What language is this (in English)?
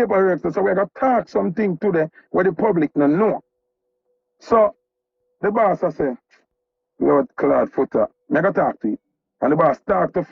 Jamaican Creole English